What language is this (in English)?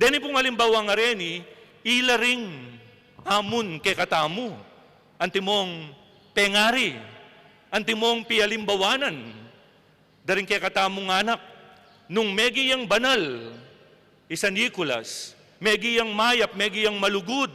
Pampanga